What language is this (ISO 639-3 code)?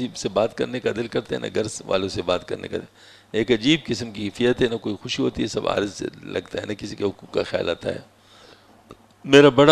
urd